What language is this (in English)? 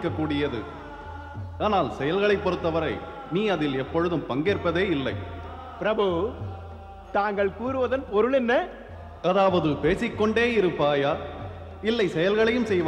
Tamil